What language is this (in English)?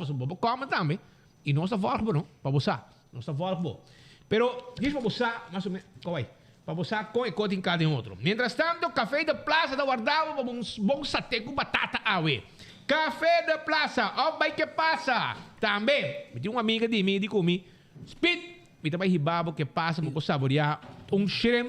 Papiamento